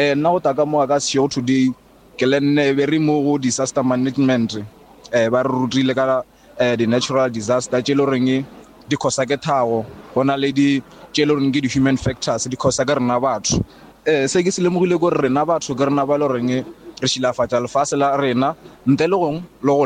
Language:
Northern Sotho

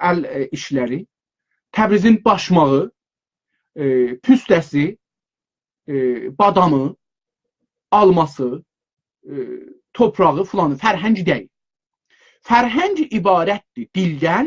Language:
South Azerbaijani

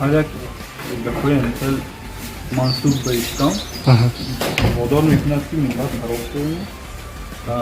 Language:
Tajik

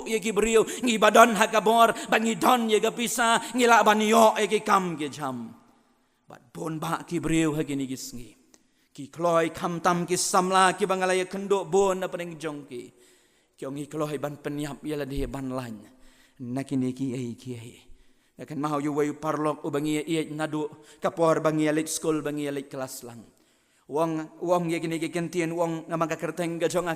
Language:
Khasi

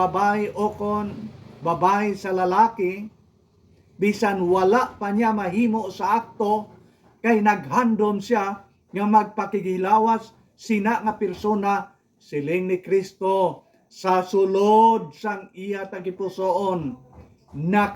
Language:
Hiligaynon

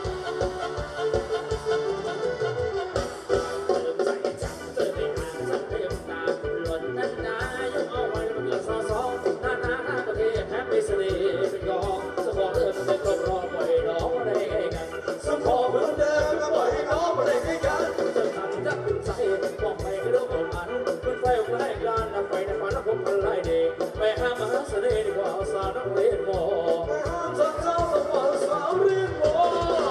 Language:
Thai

